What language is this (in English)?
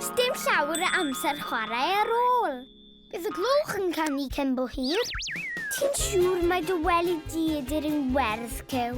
Welsh